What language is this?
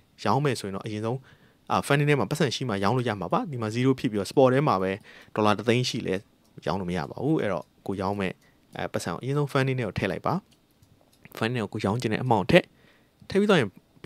Burmese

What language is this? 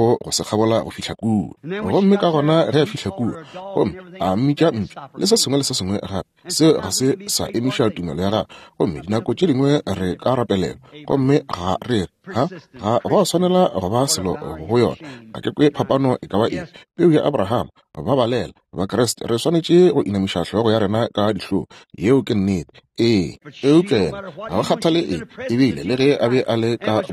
Northern Sotho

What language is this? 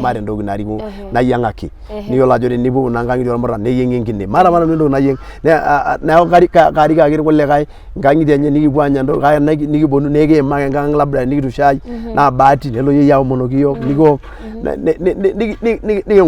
Masai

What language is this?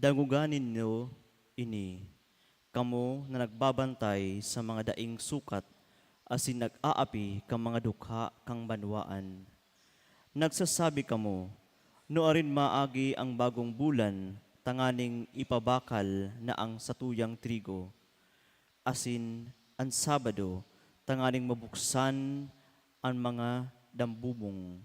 Bikol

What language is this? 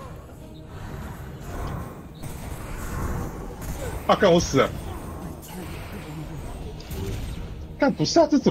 Chinese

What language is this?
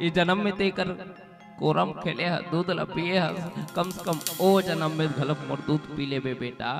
Chhattisgarhi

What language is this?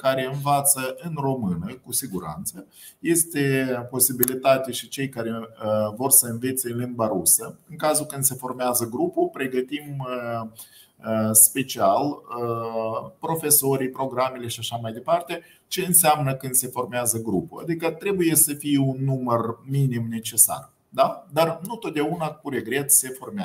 Romanian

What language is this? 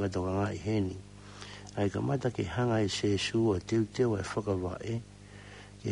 Tongan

